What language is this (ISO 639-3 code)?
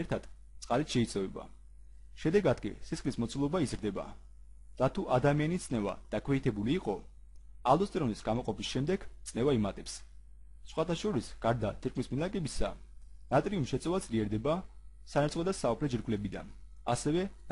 kat